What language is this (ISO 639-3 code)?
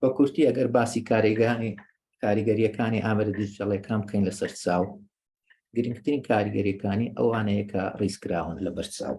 ckb